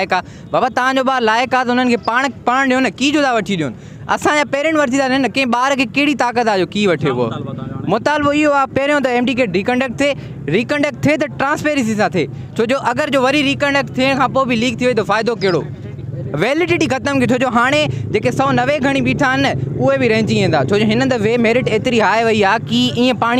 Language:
Sindhi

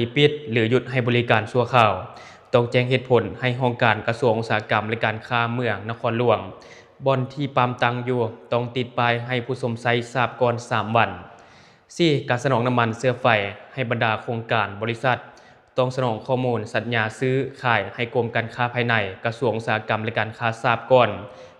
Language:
Lao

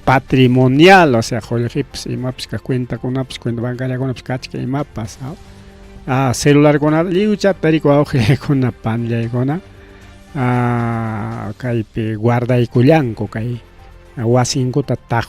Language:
Ayacucho Quechua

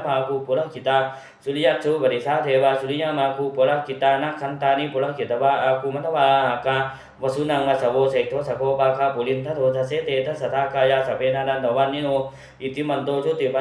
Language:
Pali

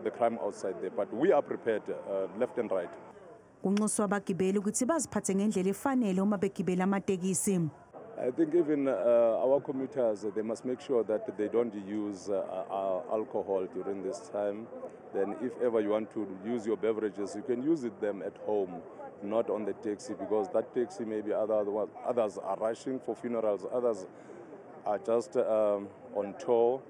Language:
Zulu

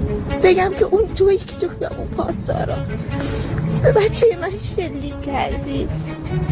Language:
Persian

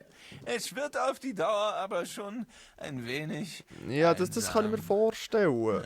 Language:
Swiss German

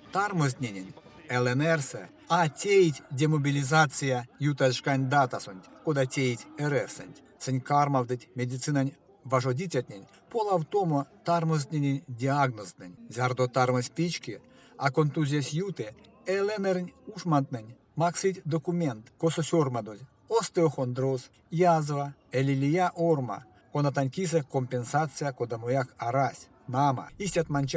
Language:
Erzya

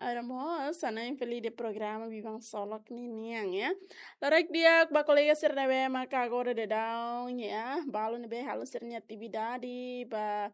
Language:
Tetum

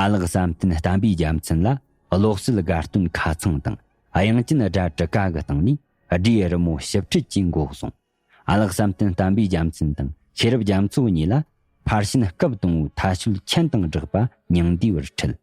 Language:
Tibetan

